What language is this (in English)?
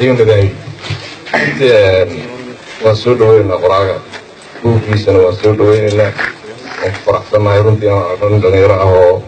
Somali